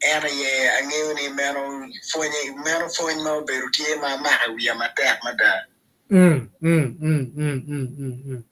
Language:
Acoli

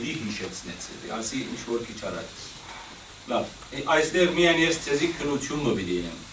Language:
Western Armenian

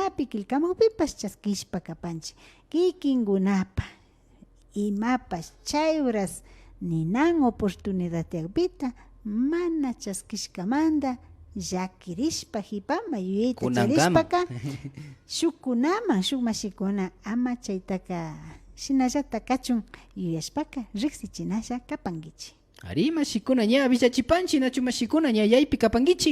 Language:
Imbabura Highland Quichua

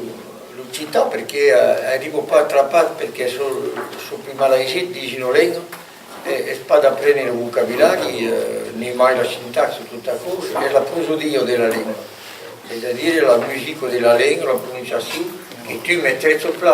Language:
Occitan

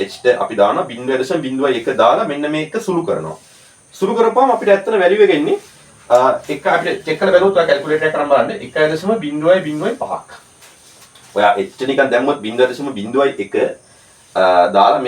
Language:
Sinhala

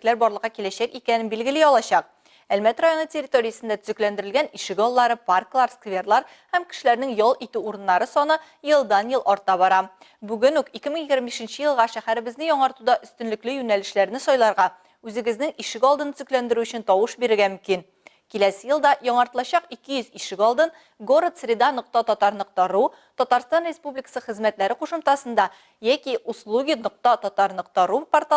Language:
Tatar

